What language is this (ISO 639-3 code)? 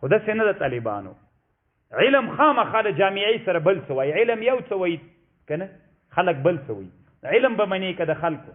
pus